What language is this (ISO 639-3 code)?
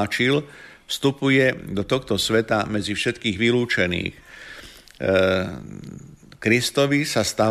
slk